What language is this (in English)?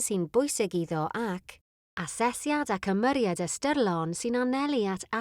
Welsh